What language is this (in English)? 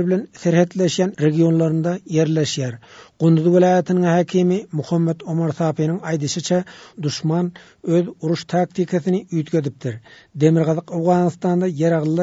Turkmen